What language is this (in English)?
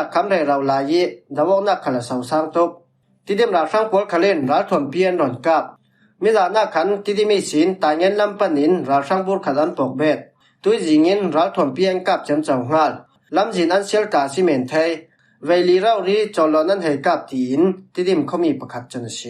Falam Chin